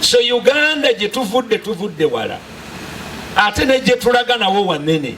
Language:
Ganda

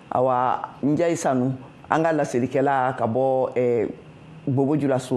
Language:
Bambara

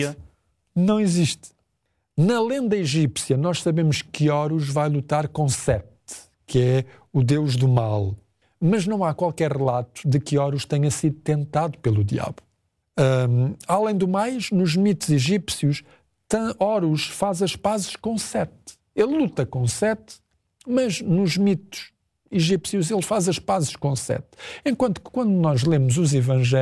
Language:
Portuguese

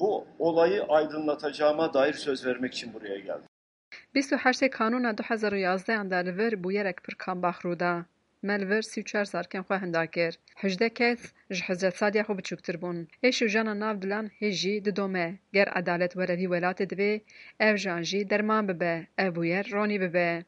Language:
Kurdish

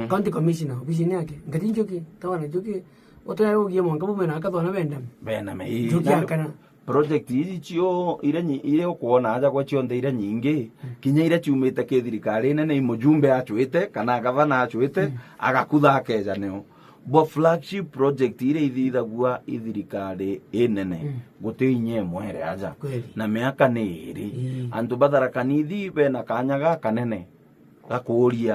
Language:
Meru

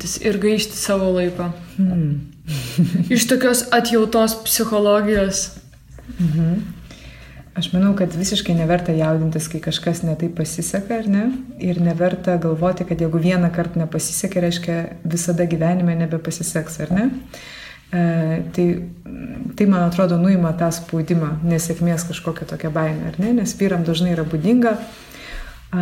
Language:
Lithuanian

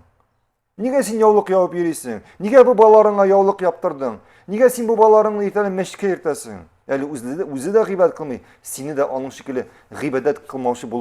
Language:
Tatar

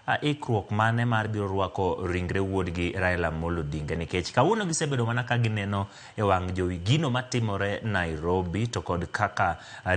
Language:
Luo (Kenya and Tanzania)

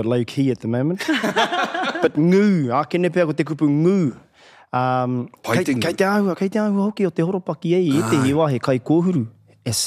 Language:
Māori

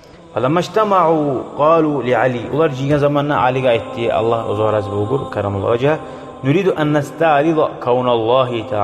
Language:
Kumyk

